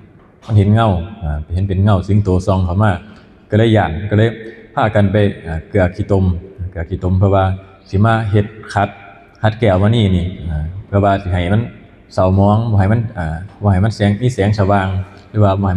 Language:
Lao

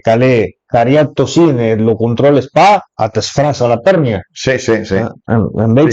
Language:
Piedmontese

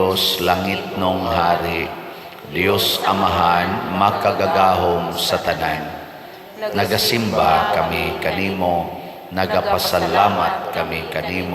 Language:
Cebuano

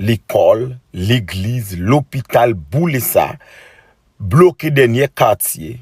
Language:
Haitian Creole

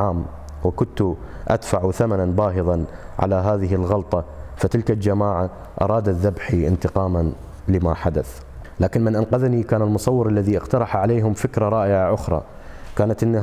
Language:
Arabic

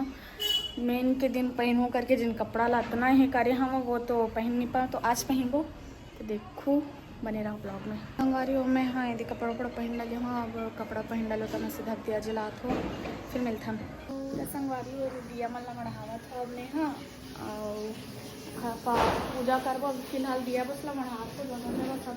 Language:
Chhattisgarhi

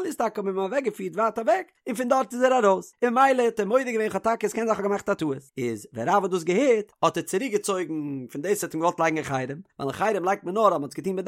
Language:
Yiddish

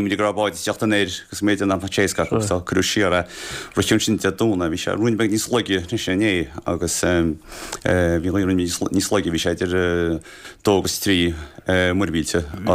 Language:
Irish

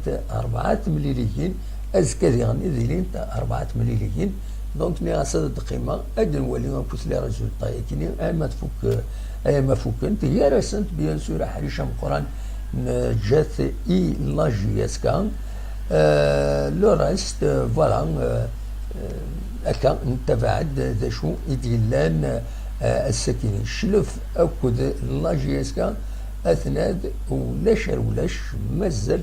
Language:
Kabyle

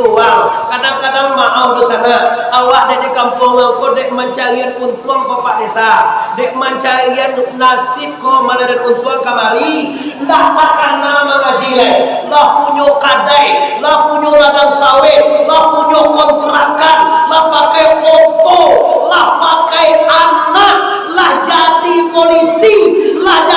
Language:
Minangkabau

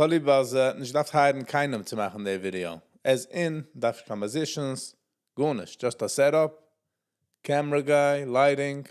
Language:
Yiddish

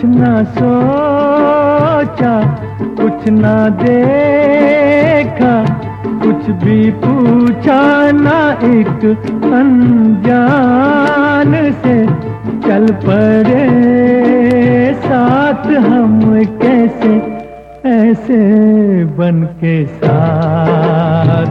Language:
Hindi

